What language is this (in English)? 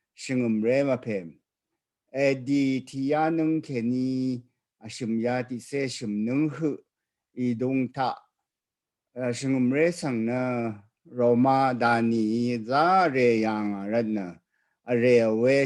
Rawang